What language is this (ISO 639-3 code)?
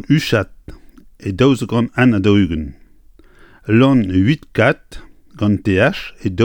bre